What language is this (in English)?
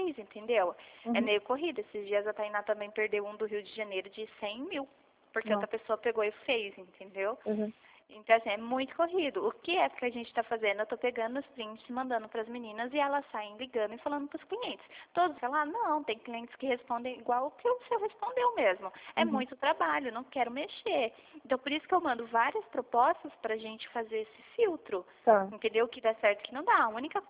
Portuguese